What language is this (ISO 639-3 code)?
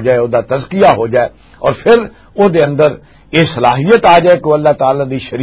lah